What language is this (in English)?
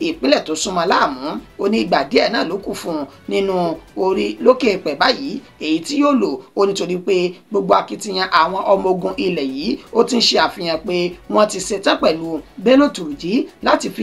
Yoruba